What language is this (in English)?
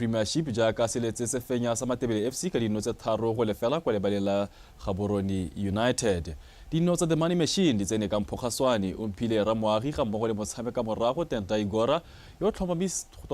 Tswana